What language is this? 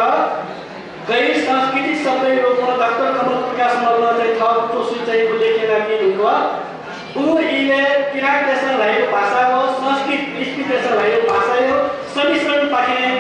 Newari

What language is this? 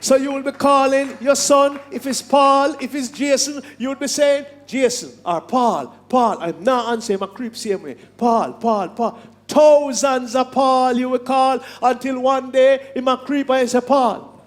Jamaican Creole English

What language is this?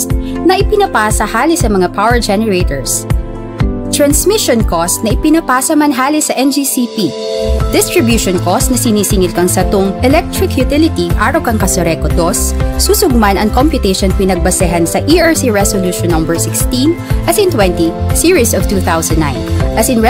Bikol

